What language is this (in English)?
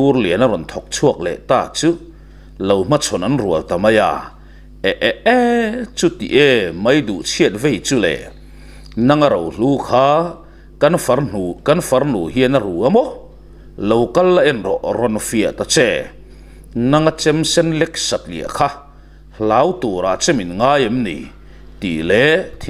Mizo